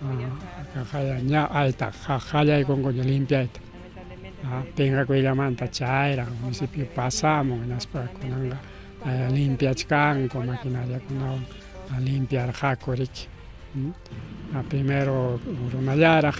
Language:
Ayacucho Quechua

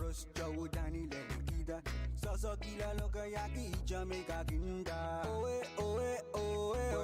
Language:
Pohnpeian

